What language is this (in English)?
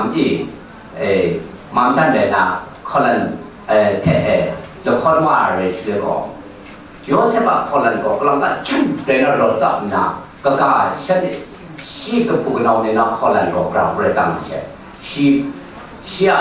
Kachin